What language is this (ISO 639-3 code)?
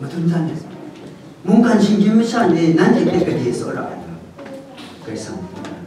kac